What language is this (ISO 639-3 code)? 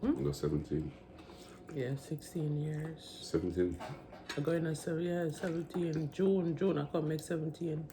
jam